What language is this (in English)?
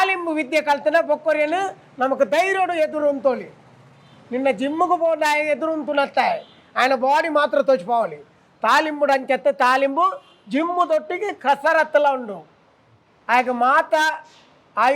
Tulu